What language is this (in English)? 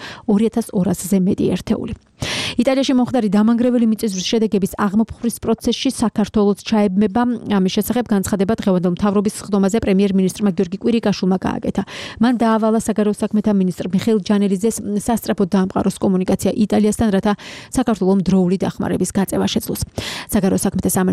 Georgian